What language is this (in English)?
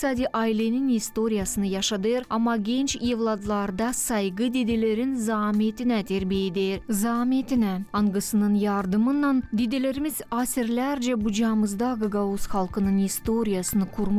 Gagauz